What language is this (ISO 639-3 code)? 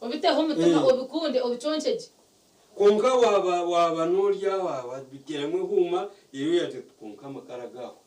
nyn